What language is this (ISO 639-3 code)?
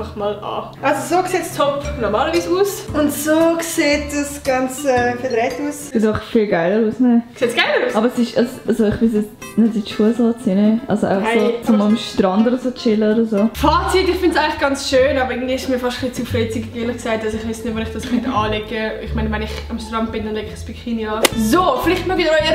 gsw